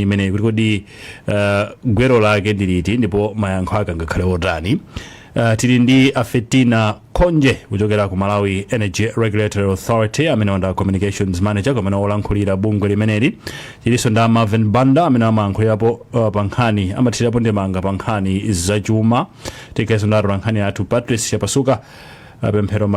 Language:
Nyanja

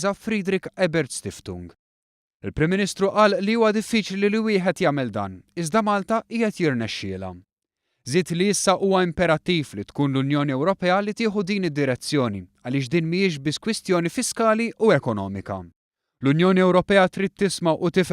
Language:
Maltese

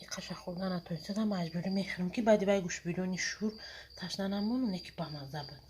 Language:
Tajik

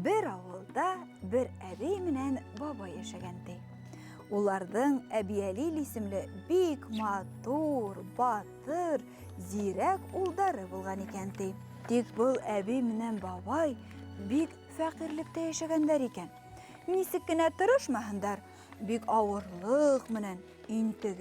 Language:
Bashkir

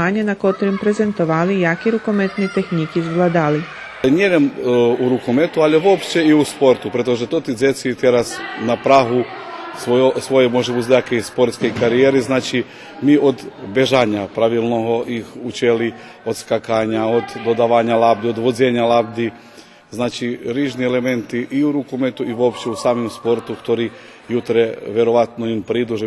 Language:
Rusyn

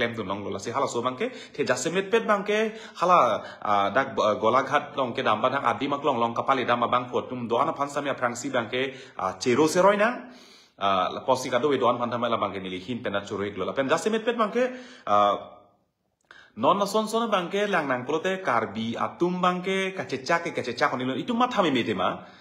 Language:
Karbi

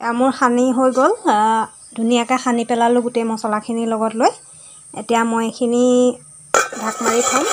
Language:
Assamese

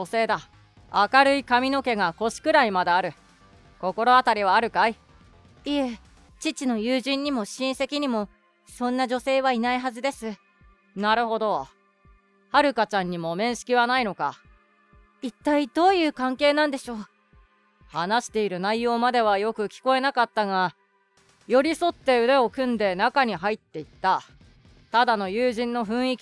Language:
Japanese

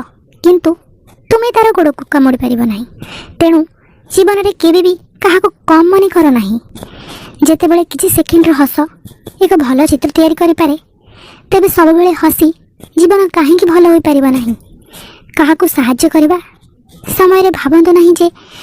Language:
Odia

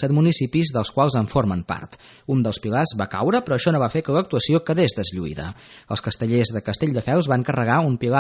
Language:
Catalan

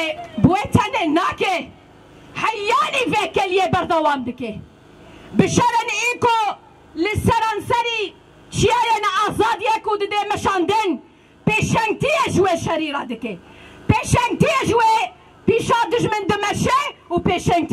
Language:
Kurdish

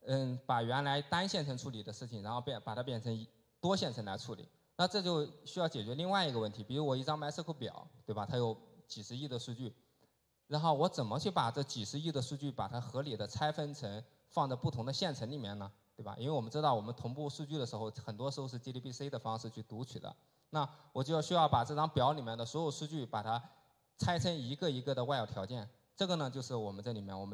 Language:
Chinese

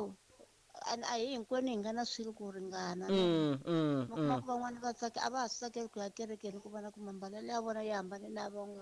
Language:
Tsonga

